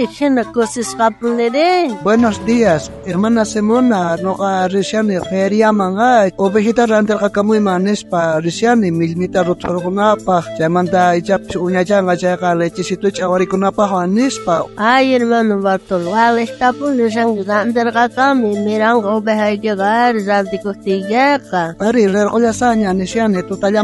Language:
South Bolivian Quechua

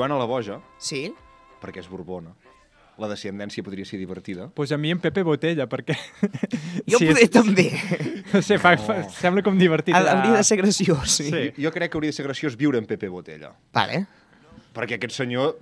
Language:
Catalan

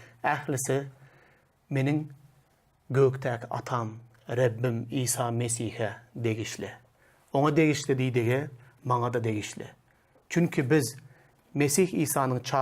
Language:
Turkmen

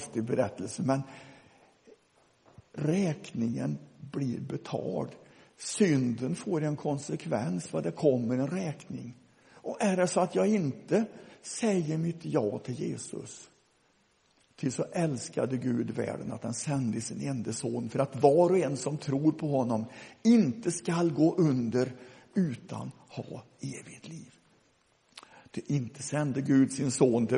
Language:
Swedish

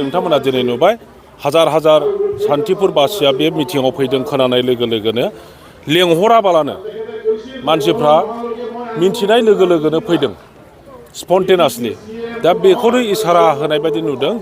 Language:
Bodo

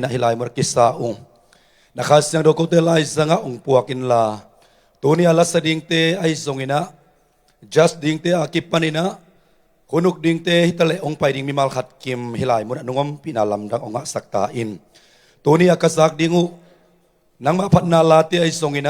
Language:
Tedim Chin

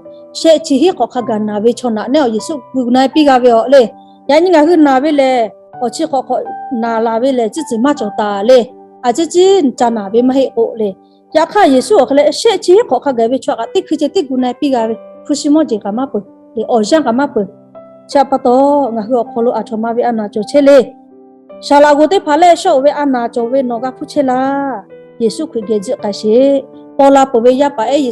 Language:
Lahu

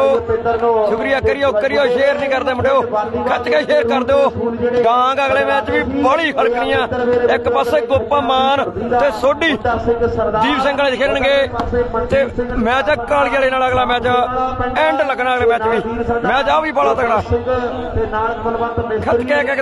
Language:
Punjabi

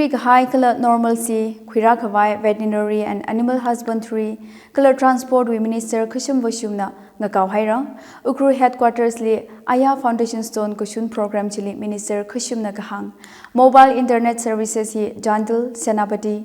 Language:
Tangkhul Naga (India)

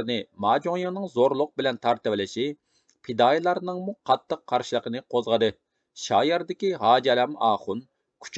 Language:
Uyghur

